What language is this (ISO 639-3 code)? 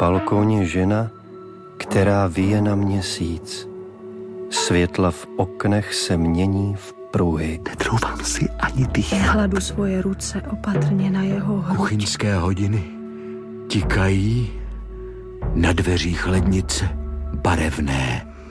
ces